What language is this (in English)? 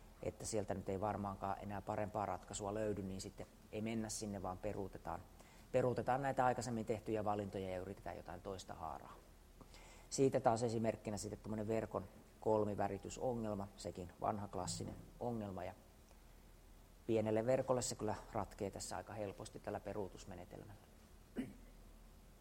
Finnish